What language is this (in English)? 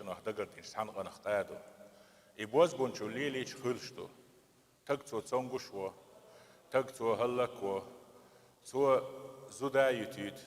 Chechen